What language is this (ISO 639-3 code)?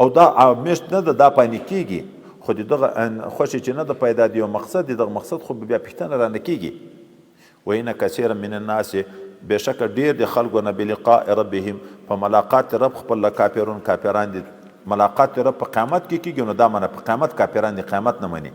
pus